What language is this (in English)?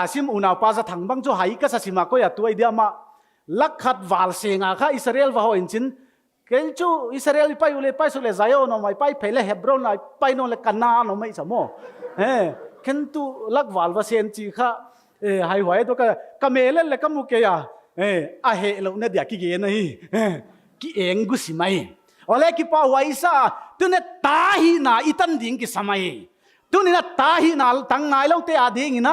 Paite Chin